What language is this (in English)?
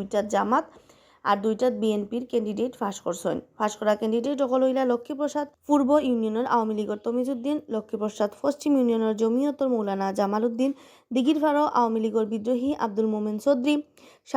Sylheti